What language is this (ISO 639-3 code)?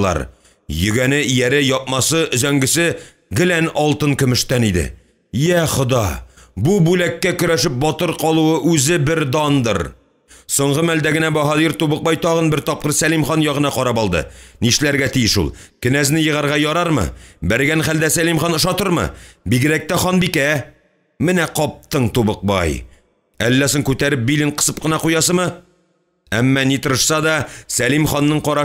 tat